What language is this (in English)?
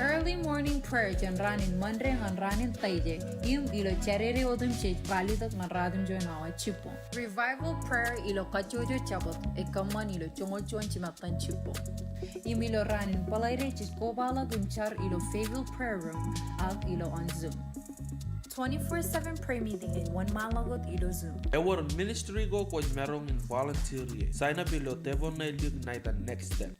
Marshallese